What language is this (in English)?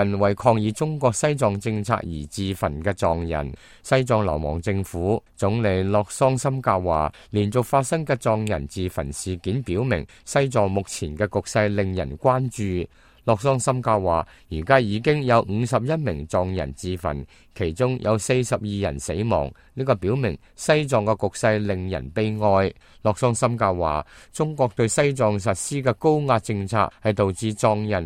Cantonese